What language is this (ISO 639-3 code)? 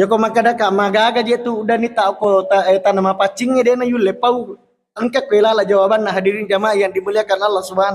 bug